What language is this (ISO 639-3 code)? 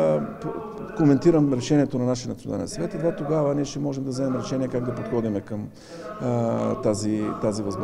bul